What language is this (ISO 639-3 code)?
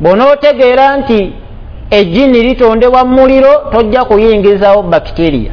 lug